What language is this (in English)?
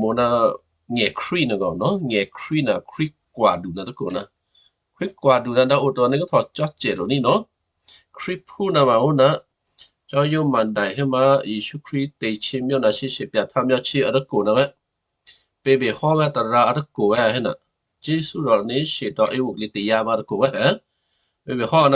Western Kayah